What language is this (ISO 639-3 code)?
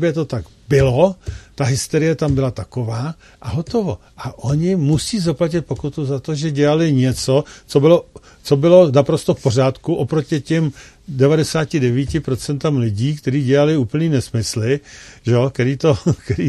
ces